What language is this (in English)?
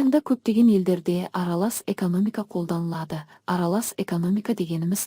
Kazakh